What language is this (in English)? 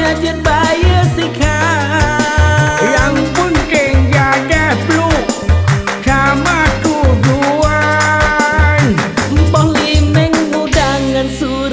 Achinese